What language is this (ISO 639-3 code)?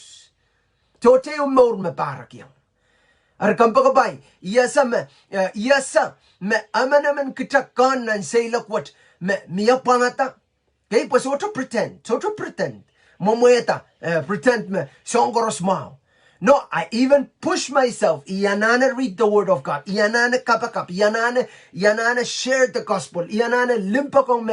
pon